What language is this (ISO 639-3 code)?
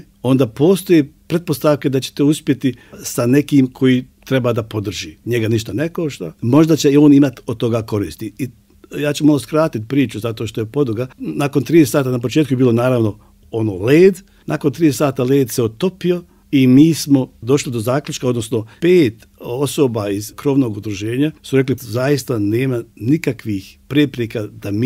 bos